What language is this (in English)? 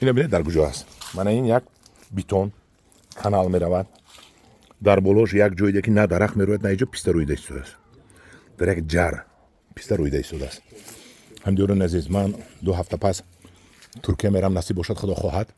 Tajik